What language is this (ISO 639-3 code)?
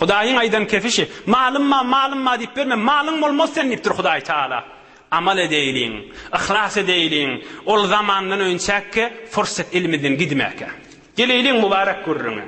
tuk